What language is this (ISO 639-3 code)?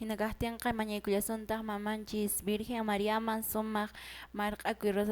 que